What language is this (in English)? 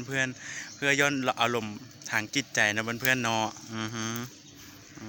Lao